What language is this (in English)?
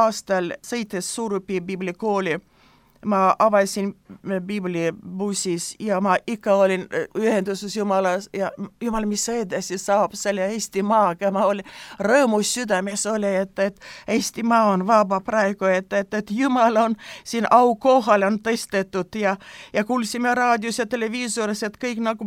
Estonian